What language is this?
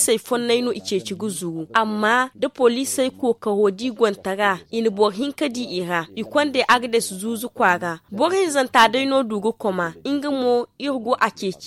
Zarma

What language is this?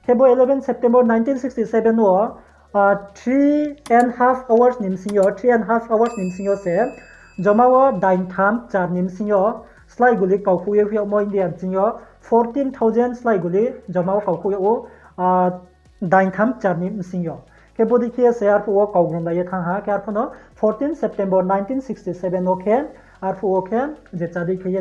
Riang (India)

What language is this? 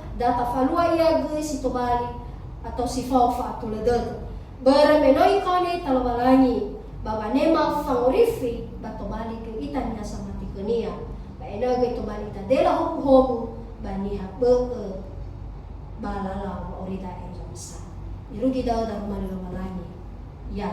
Nias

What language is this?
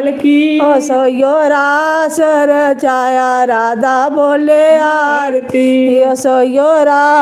Dogri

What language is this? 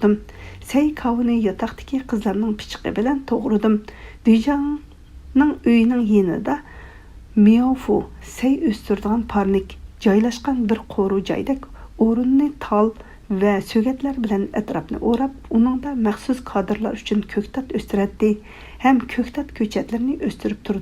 Uyghur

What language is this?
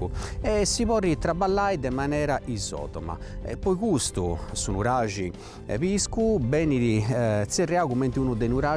Sardinian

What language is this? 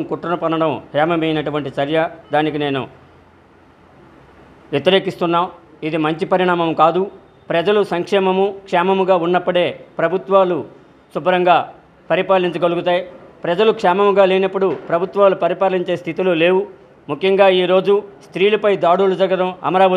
Telugu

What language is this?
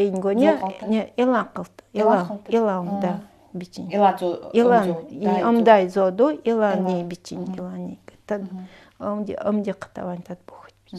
Nanai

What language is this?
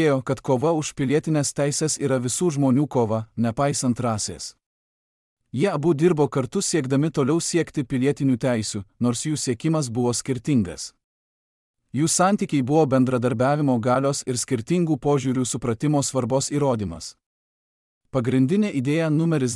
Lithuanian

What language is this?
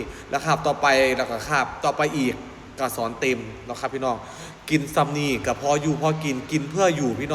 Northeastern Thai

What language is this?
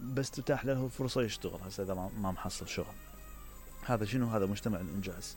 Mesopotamian Arabic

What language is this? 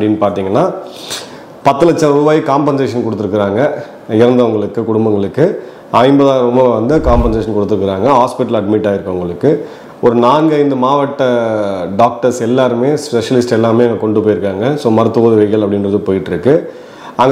Tamil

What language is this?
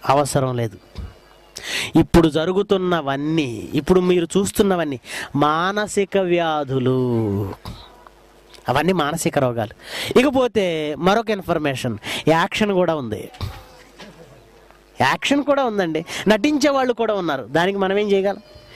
Telugu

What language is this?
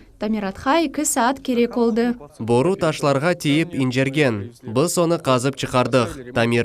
Crimean Tatar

